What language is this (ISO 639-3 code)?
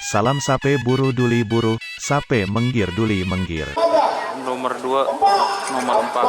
mad